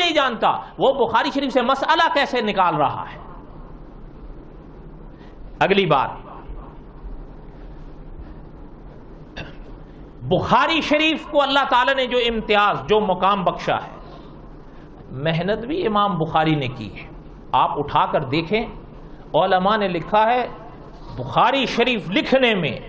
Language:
Urdu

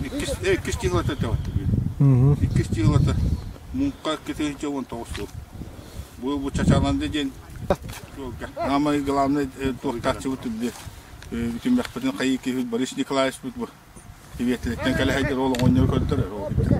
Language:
Yakut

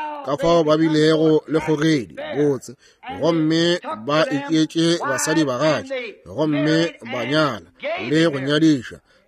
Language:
Northern Sotho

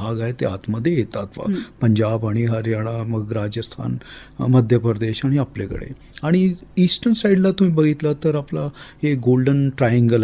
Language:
Marathi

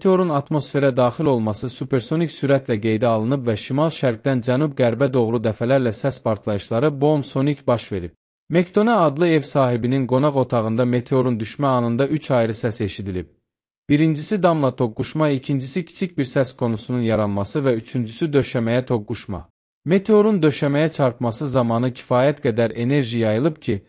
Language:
Azerbaijani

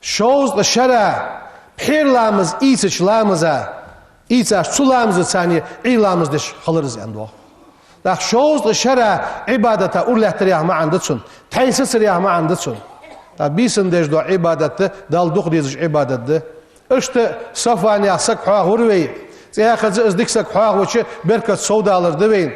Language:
Ingush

